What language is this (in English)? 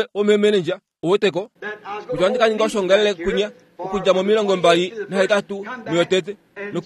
Kuanyama